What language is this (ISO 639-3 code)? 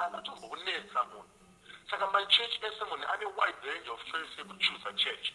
sna